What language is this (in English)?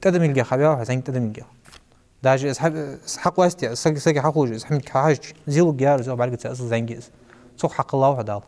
Ingush